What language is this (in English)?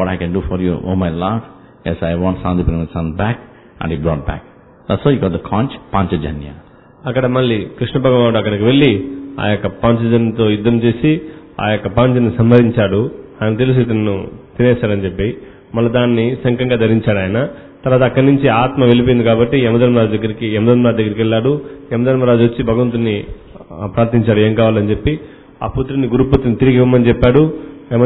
Telugu